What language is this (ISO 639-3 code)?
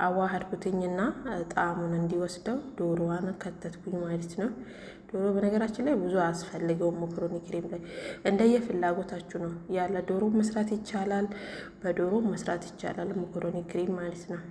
amh